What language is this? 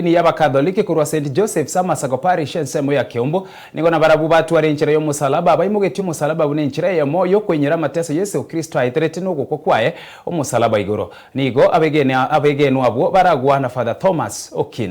Gusii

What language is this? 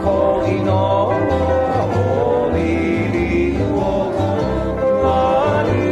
Hawaiian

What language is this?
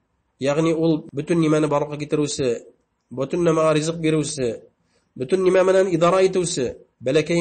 Bashkir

